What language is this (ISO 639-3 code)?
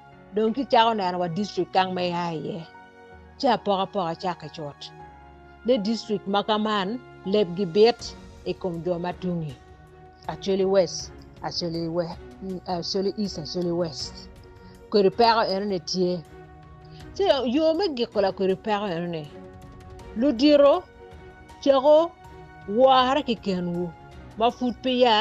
ach